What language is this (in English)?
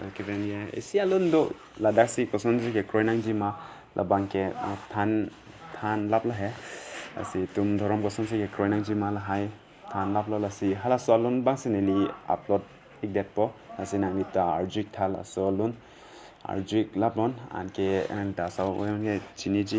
Karbi